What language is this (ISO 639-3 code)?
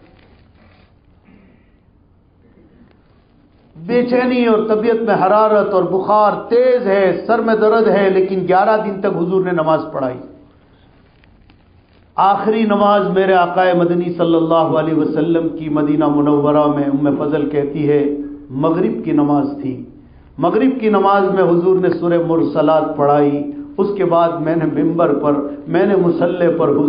urd